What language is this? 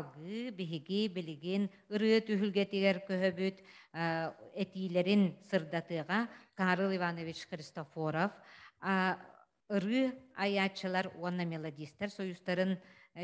Yakut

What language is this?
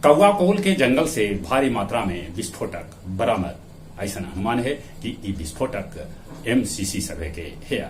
Magahi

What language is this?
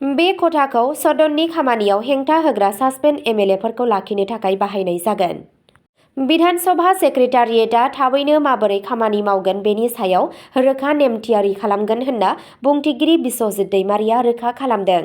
Bodo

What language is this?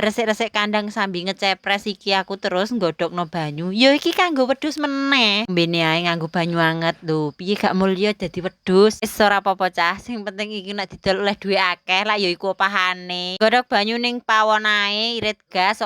Javanese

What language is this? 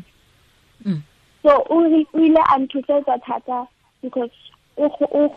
Tswana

